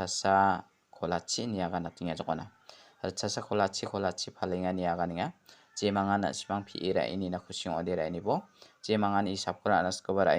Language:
Garo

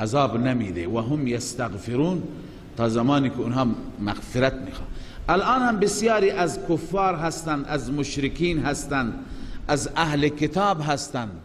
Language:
Persian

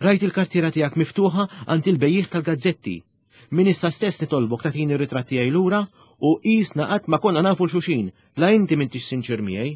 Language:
Maltese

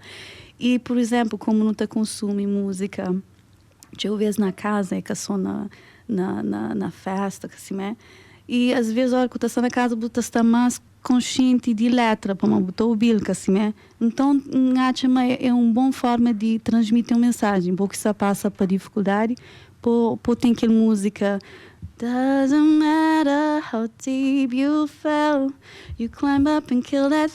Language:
Kabuverdianu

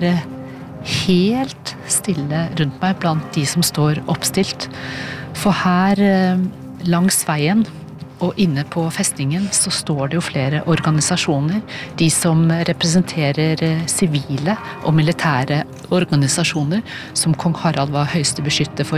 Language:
Norwegian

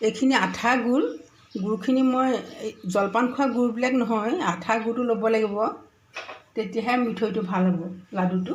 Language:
Assamese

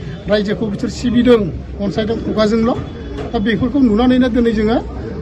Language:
Bodo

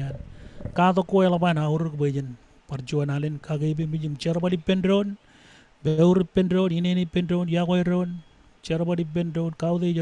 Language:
Marshallese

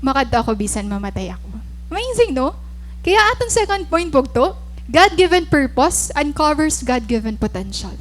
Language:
Waray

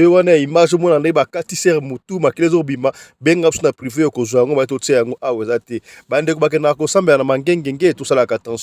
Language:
Lingala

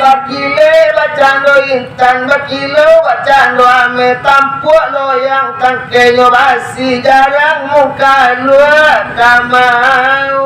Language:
Minangkabau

